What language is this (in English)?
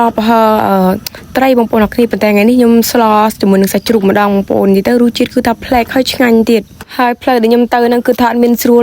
Khmer